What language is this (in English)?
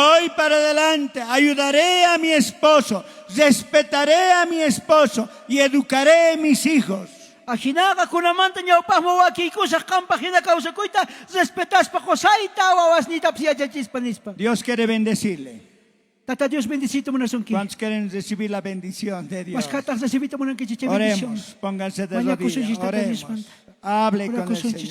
South Bolivian Quechua